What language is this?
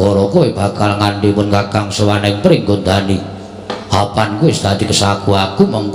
Javanese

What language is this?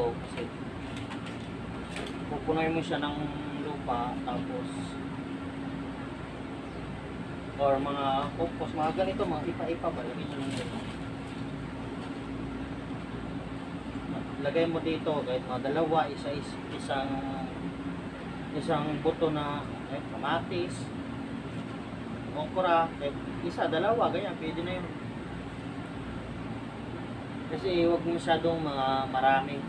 Filipino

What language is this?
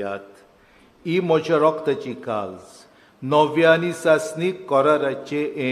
Konkani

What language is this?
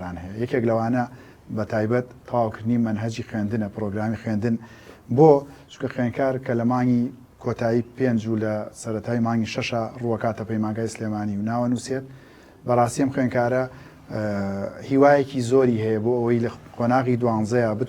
Central Kurdish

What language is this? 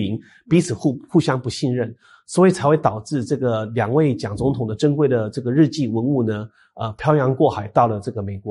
Chinese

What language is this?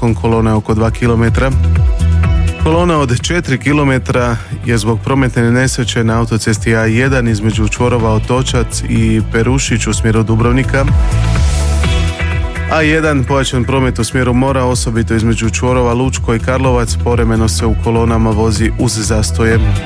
Croatian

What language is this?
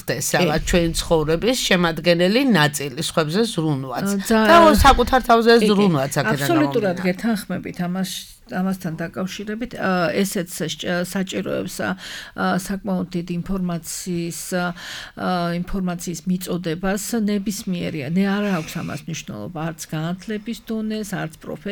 Georgian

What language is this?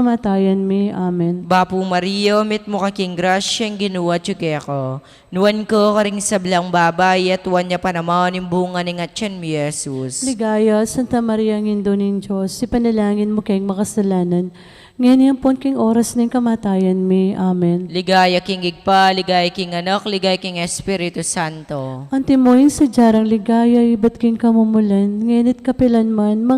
Pampanga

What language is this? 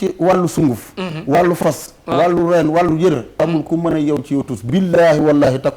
Wolof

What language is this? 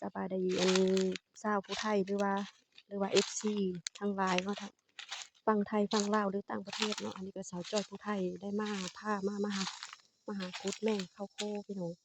Lao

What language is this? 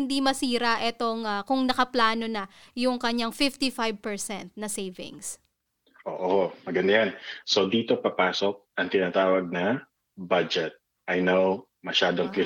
Filipino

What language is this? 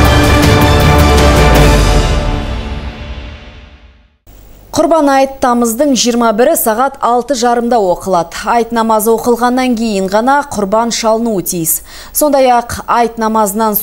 Kazakh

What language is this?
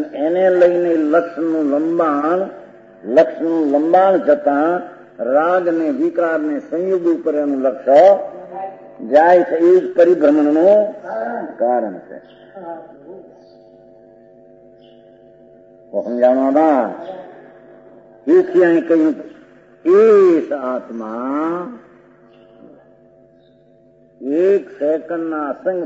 Gujarati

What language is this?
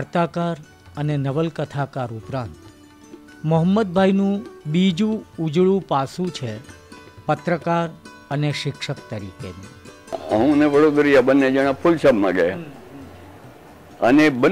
Gujarati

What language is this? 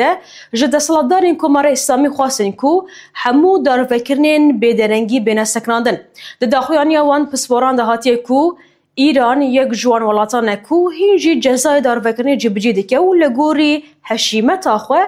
Kurdish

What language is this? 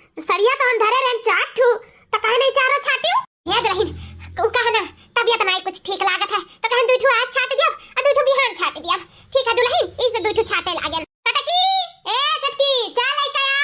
Awadhi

